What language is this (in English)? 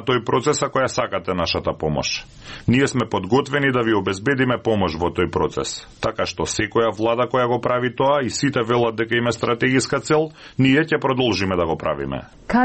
Macedonian